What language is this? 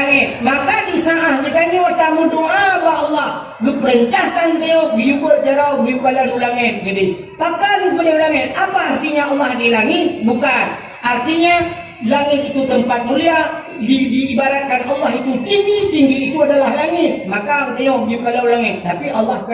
Achinese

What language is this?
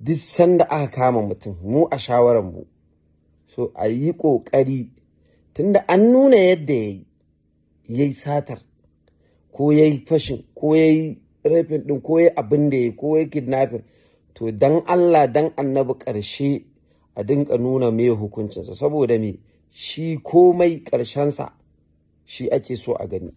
Hausa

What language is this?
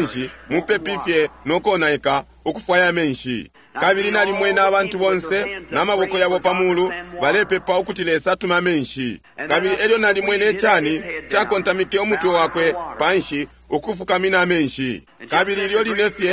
Bemba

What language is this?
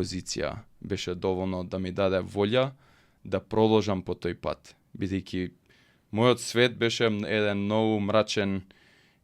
Macedonian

